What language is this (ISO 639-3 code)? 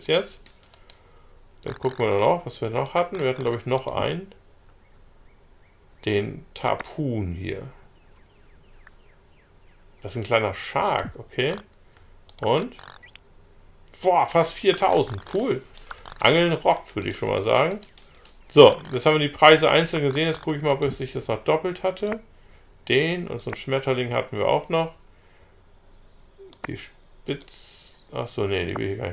deu